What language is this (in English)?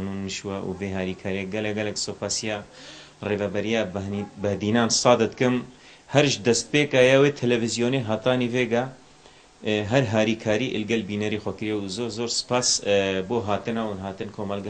Kurdish